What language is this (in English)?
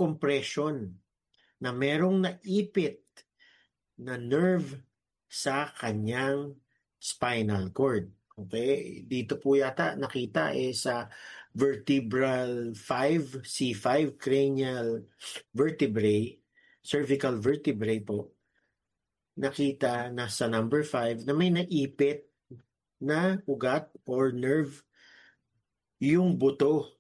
Filipino